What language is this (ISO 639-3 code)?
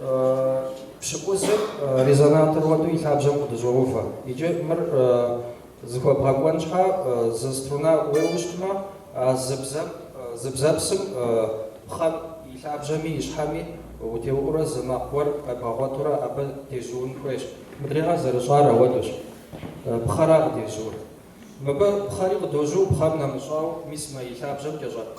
kbd